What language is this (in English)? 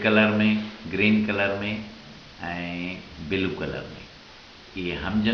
Sindhi